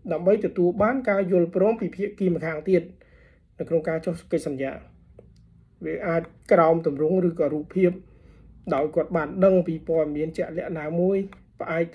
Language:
Khmer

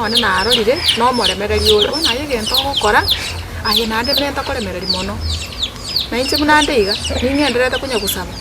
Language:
Gusii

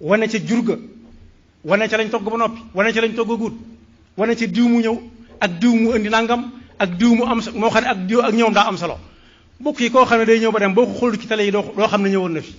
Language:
Wolof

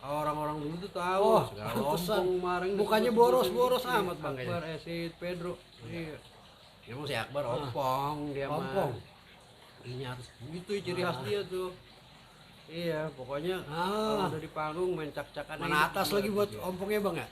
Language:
Betawi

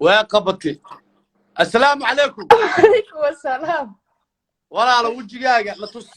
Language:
Somali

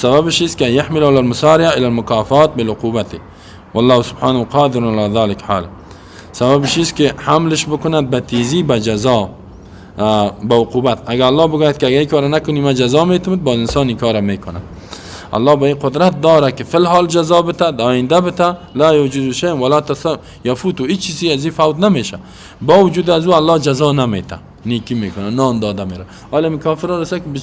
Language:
Persian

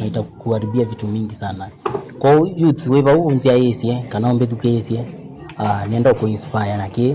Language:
Kamba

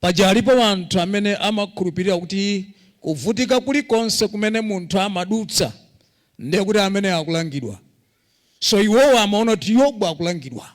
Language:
Nyanja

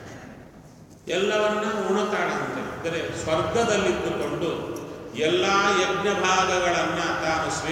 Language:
Kannada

